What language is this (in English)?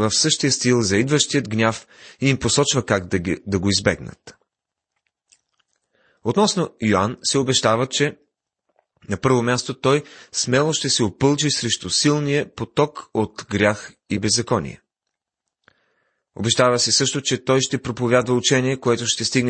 Bulgarian